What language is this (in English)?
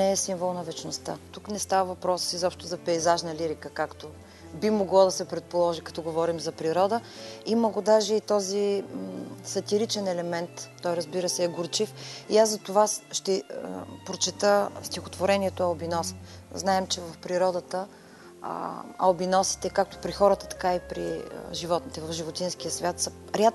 Bulgarian